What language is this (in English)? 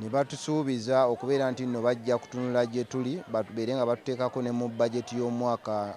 Ganda